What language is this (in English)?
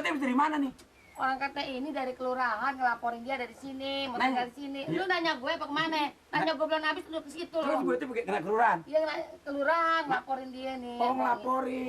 Betawi